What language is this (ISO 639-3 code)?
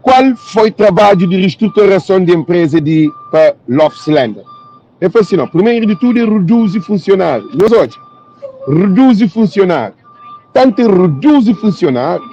kea